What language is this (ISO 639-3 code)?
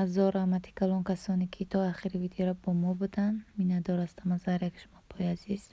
tgk